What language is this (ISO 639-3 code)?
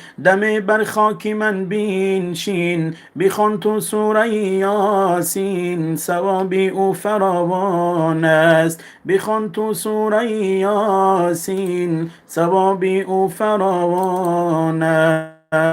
tgk